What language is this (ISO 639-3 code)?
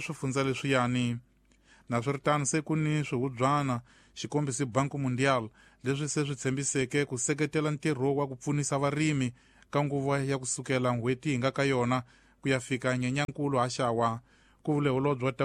tso